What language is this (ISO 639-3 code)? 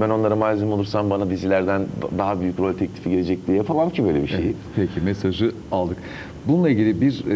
tur